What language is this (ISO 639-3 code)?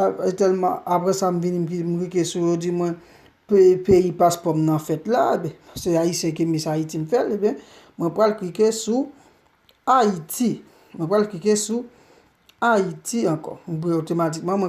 hat